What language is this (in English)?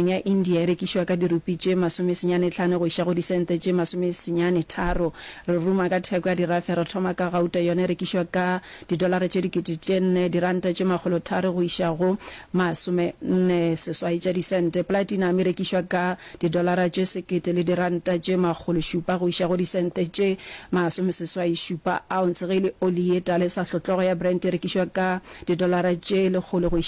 Northern Sotho